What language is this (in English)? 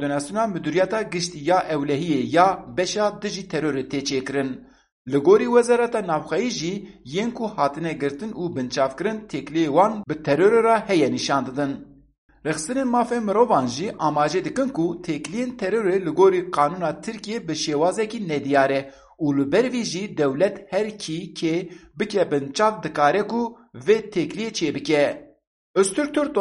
Kurdish